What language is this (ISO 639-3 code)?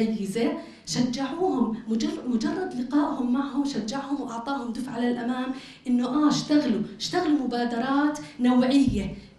apc